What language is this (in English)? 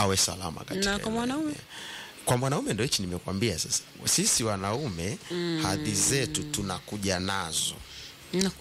Swahili